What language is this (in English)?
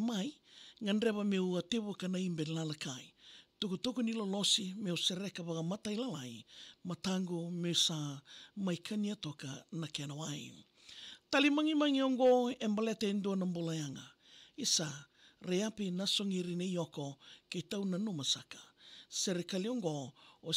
Fijian